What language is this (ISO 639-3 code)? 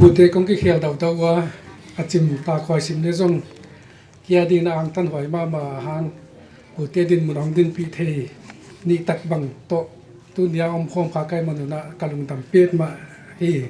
ctd